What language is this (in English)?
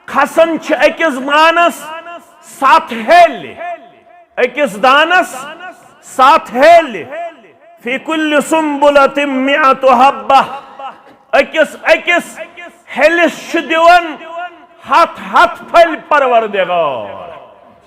Kashmiri